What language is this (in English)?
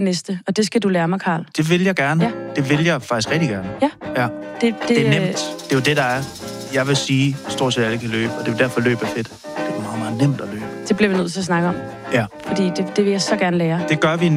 Danish